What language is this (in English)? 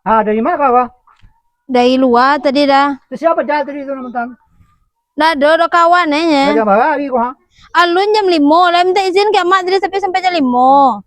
Minangkabau